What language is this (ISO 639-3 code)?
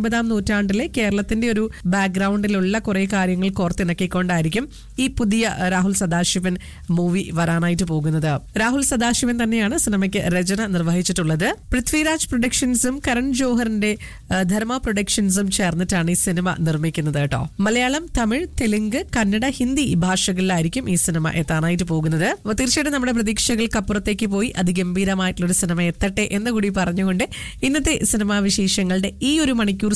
mal